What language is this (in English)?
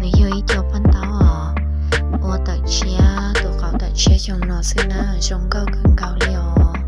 Hmong